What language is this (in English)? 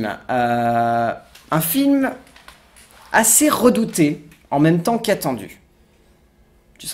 French